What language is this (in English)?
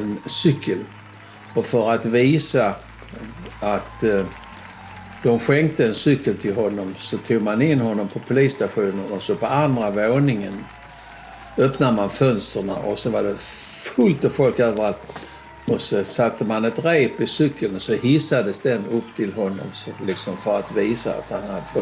Swedish